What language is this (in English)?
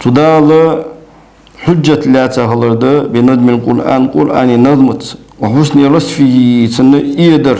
Ingush